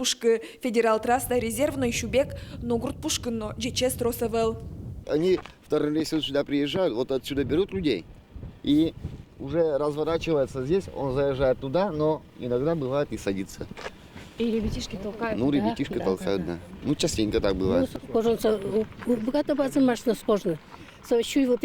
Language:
Udmurt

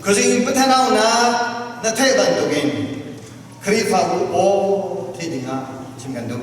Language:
Falam Chin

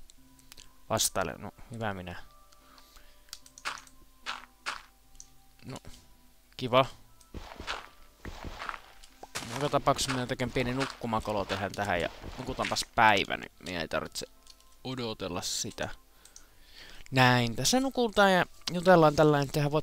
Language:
Finnish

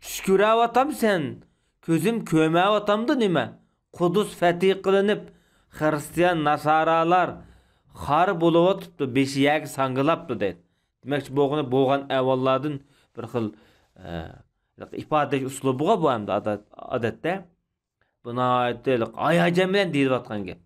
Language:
Uyghur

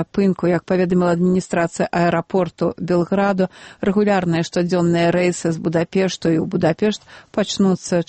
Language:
Belarusian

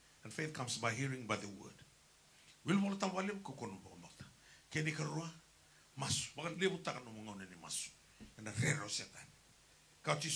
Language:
Fijian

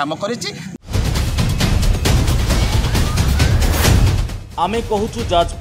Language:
Odia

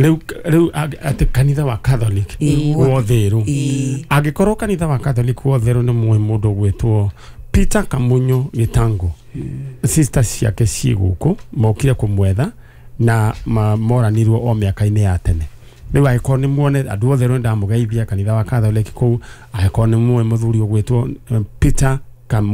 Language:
Kikuyu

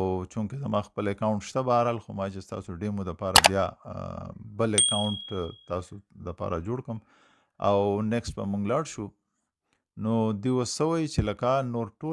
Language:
Pashto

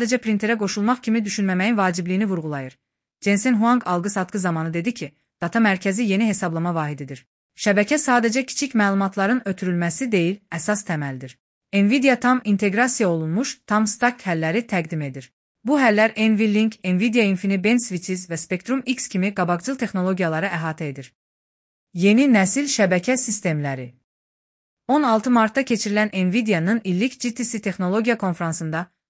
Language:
Azerbaijani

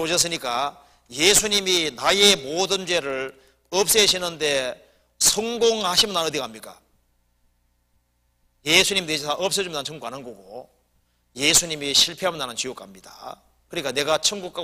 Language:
Korean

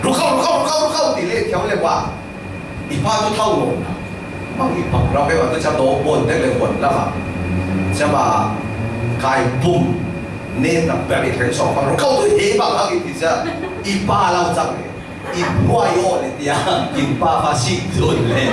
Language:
Falam Chin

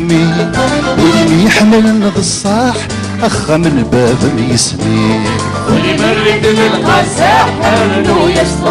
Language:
Kabyle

